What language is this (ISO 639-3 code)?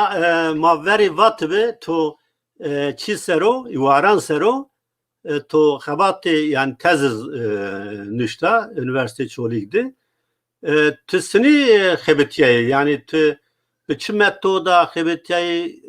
zza